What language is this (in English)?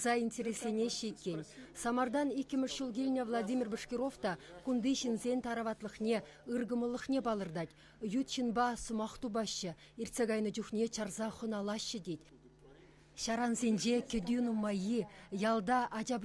Chuvash